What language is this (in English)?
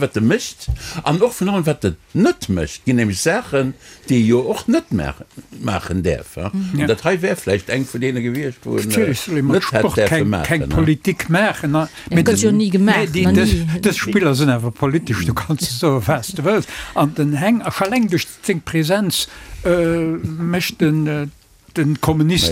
Luxembourgish